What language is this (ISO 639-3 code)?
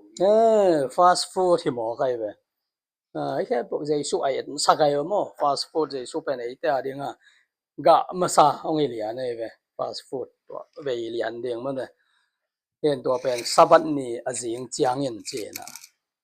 ctd